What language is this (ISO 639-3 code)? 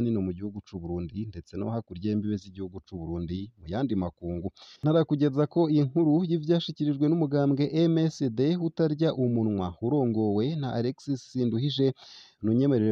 run